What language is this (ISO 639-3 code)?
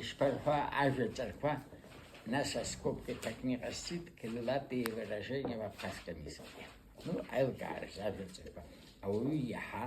abk